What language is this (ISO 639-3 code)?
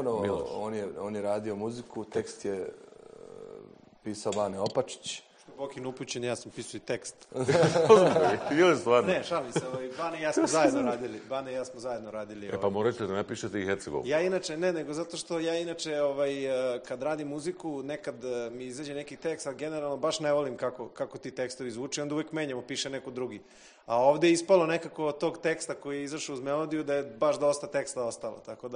bos